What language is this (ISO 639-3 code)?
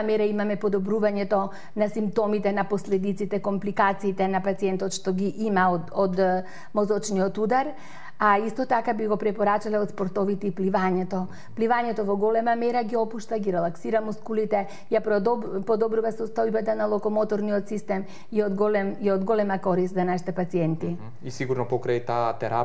mkd